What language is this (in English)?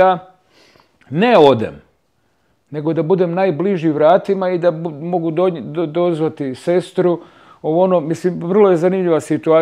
Croatian